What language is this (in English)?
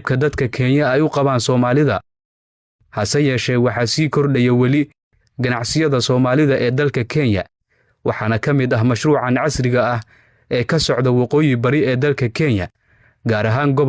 Somali